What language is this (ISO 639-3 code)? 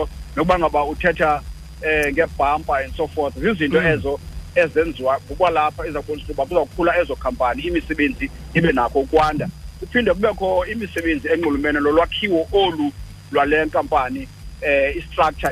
xho